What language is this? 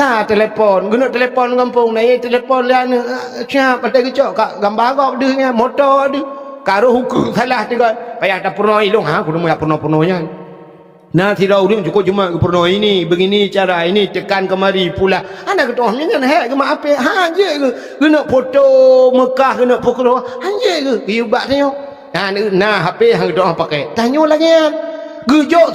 Achinese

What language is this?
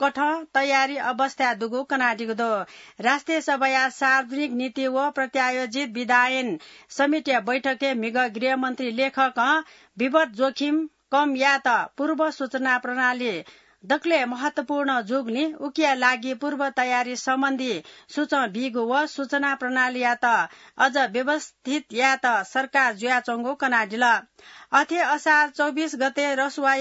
Newari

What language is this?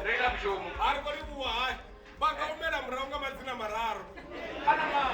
Venda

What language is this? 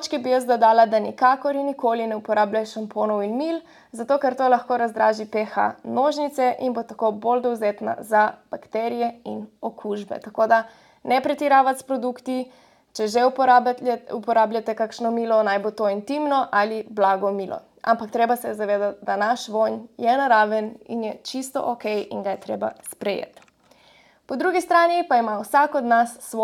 Slovenian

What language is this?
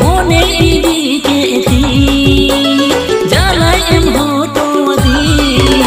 Santali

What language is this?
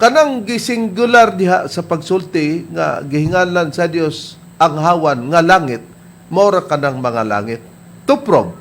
Cebuano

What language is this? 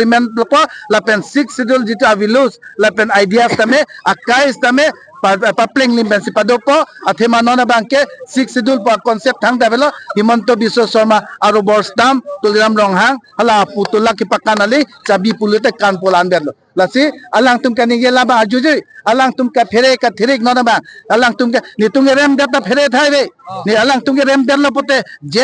Karbi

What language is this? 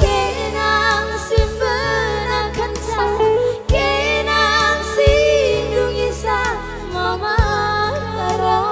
Batak Karo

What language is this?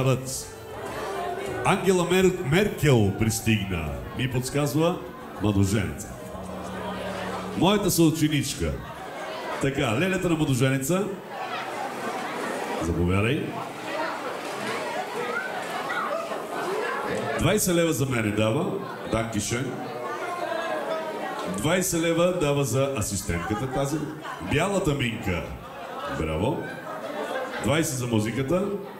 Bulgarian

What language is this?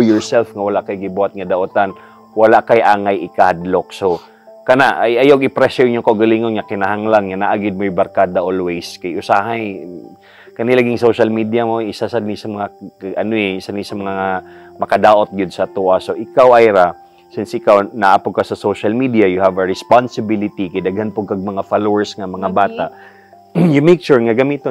Cebuano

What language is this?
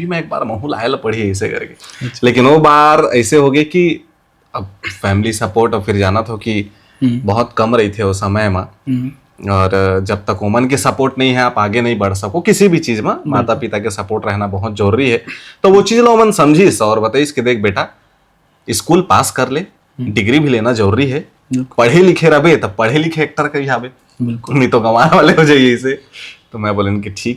Chhattisgarhi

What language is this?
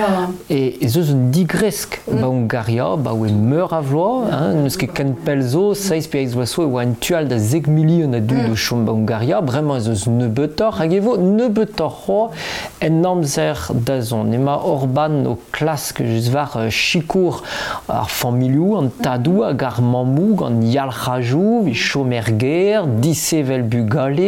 Breton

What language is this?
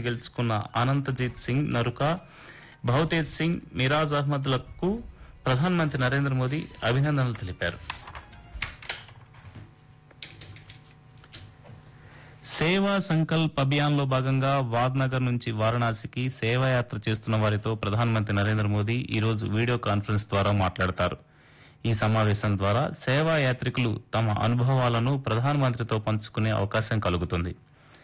Telugu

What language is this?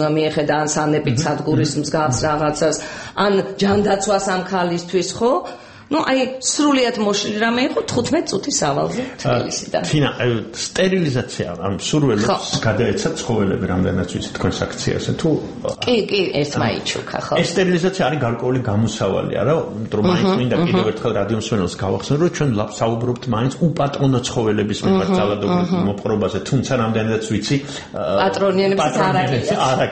Georgian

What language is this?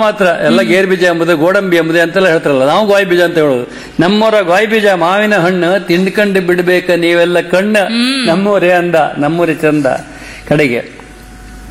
Kannada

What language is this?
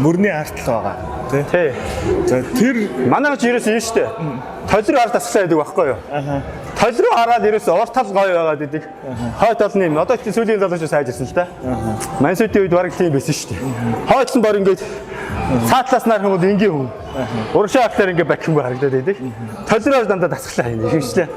Mongolian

